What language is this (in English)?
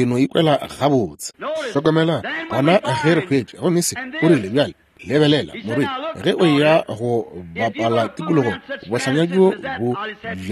Northern Sotho